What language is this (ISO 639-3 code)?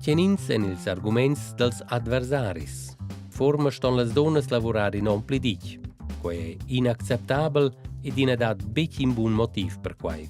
roh